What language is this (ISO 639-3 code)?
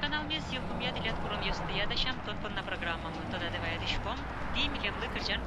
udm